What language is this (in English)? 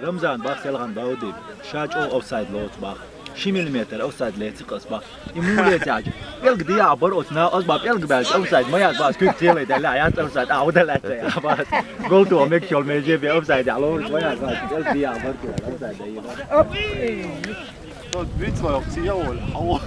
Chechen